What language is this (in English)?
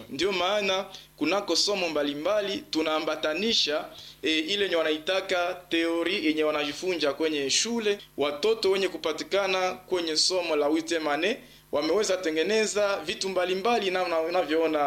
Swahili